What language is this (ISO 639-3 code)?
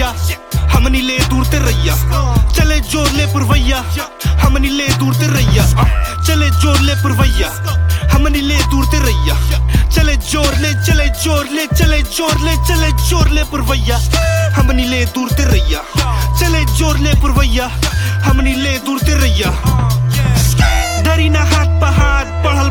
bho